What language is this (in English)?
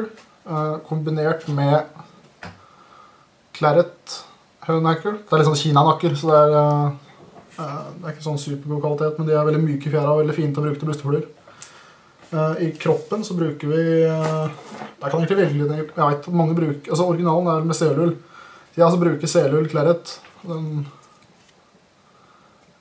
Norwegian